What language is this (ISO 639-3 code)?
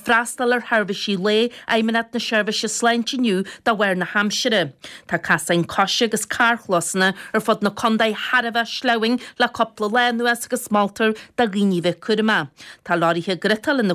gle